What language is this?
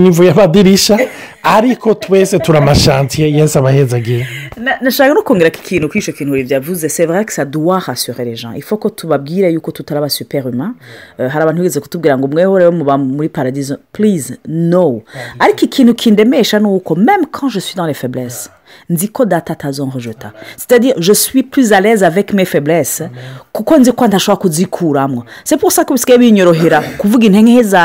Rundi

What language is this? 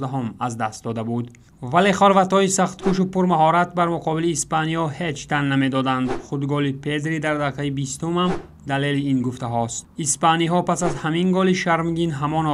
Tajik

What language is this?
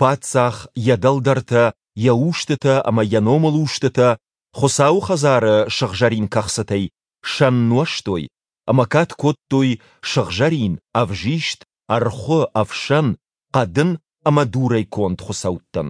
Ossetic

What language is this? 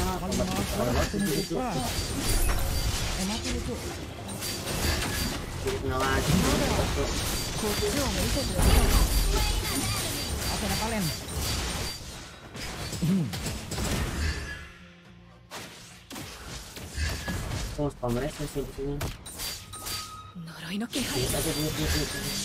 Indonesian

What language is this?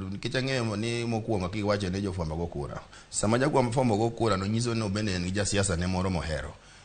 Luo (Kenya and Tanzania)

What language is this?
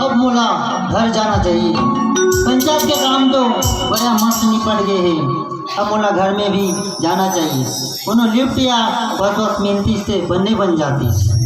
Chhattisgarhi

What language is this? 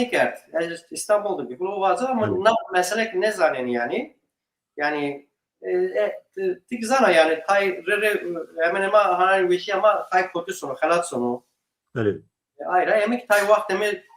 Zaza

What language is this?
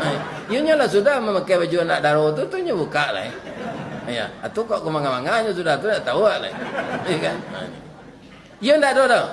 Minangkabau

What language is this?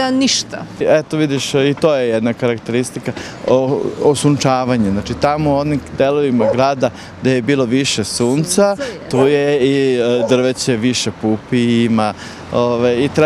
Serbian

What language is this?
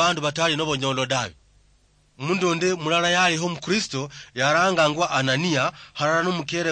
Luyia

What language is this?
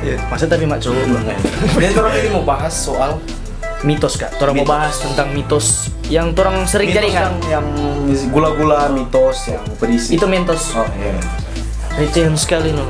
Manado Malay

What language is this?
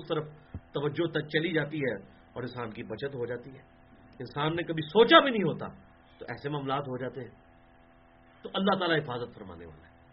Urdu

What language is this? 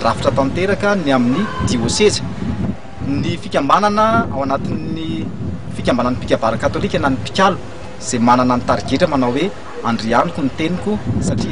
Malagasy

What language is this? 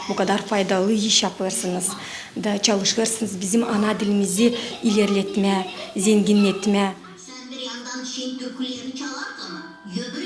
Gagauz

